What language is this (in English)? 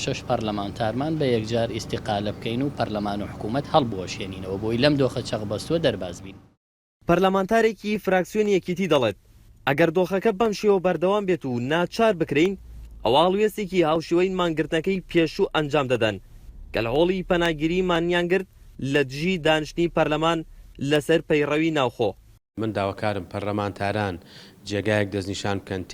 Central Kurdish